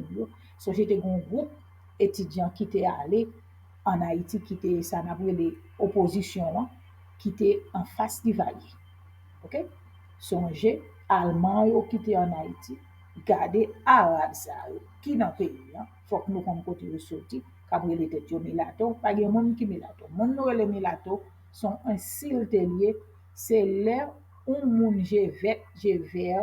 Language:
Haitian Creole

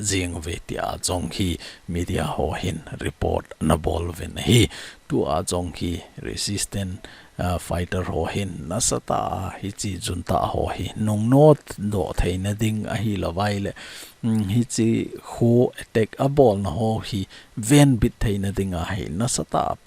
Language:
Thado Chin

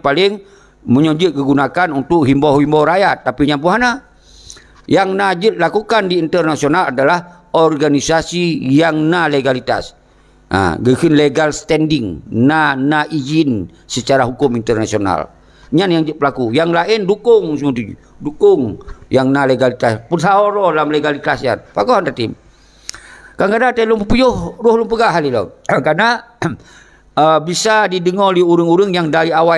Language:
Achinese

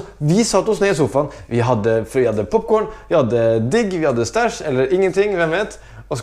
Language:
Norwegian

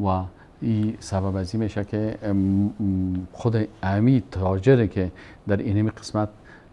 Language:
Persian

